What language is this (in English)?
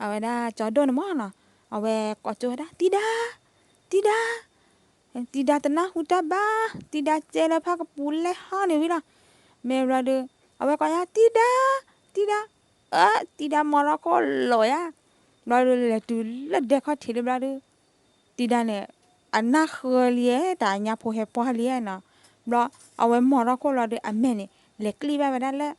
S'gaw Karen